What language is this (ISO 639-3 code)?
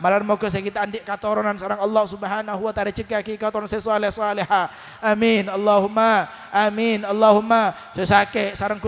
mad